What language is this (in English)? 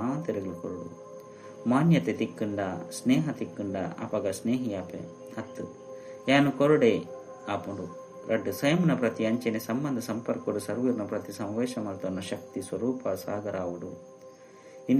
Tulu